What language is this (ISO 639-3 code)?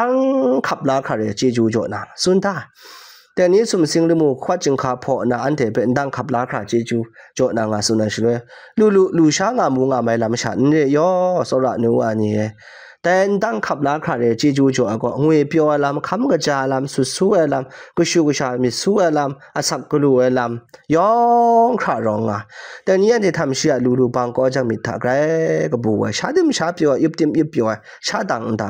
kac